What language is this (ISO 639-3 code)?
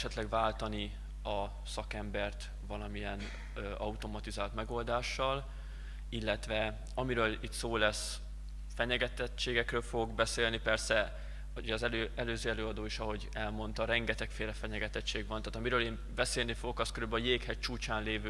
hun